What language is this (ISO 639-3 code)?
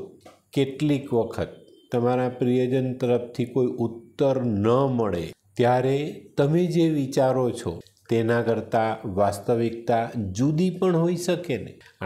guj